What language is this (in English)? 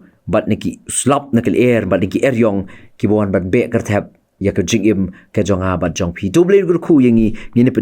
Khasi